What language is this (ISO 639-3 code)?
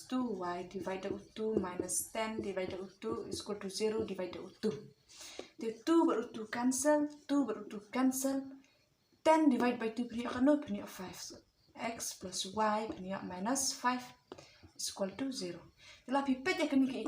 kha